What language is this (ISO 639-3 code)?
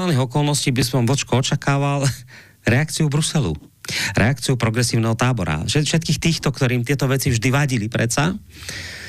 slk